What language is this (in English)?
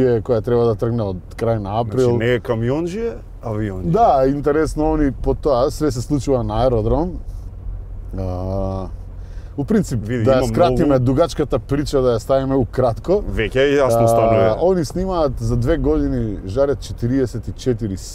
Macedonian